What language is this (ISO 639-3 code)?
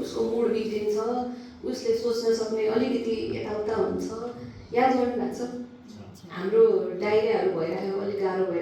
nep